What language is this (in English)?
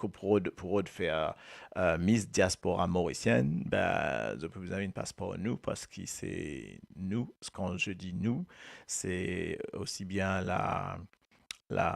Morisyen